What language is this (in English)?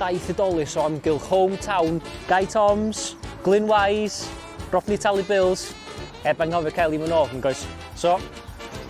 Welsh